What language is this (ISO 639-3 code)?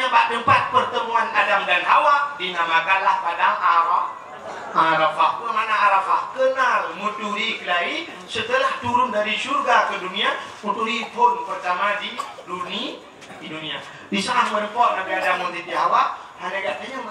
ace